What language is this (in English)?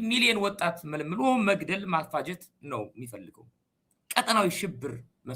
Amharic